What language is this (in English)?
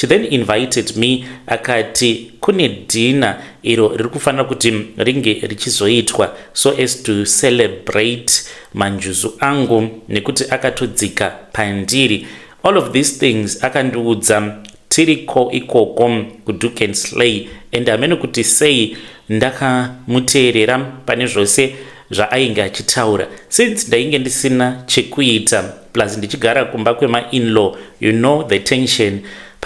Shona